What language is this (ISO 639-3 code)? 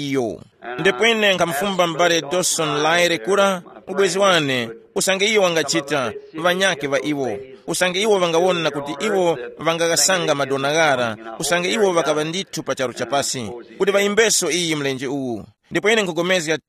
tum